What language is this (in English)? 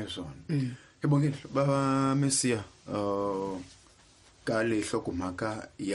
Tsonga